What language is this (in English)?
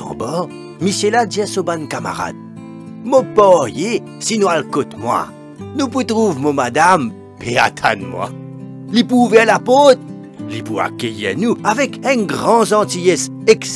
Morisyen